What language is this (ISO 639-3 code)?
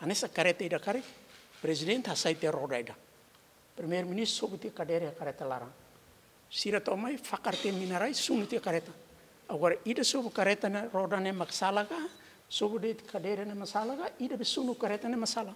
tet